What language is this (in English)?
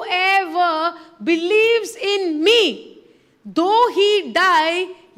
Konkani